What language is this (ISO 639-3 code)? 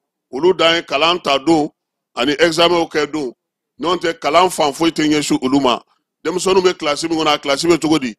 bam